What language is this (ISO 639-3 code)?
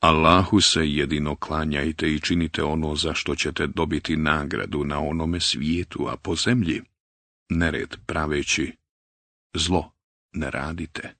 bos